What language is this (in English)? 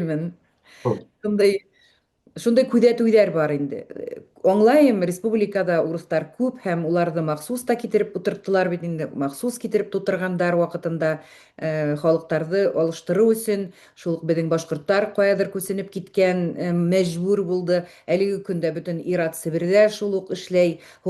Bashkir